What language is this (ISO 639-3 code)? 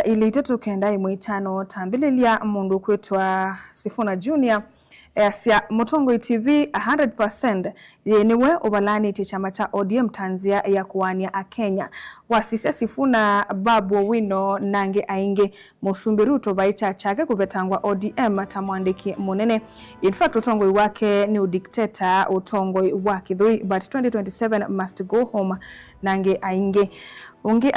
kam